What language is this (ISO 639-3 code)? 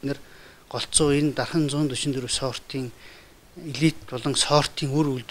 mon